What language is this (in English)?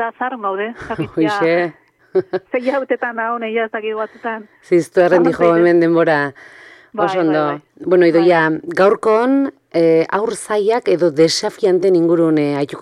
Basque